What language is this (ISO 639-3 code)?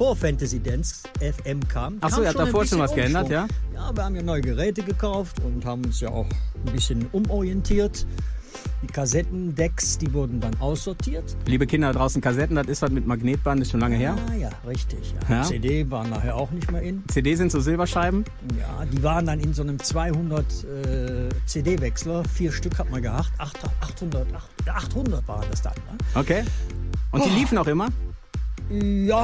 deu